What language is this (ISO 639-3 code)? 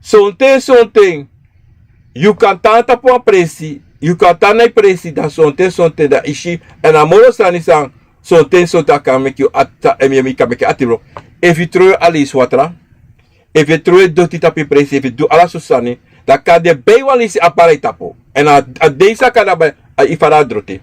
srn